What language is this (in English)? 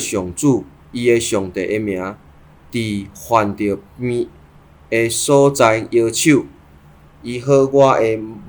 Min Nan Chinese